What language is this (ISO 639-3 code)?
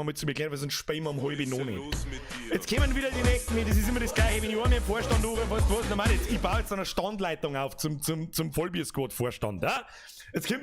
bar